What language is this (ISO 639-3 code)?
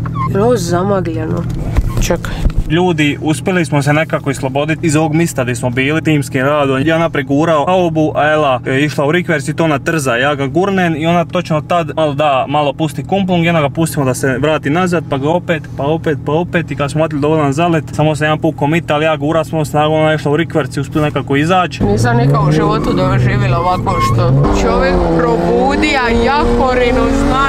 hrv